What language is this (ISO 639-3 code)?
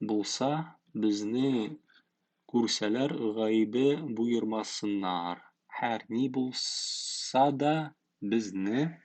tat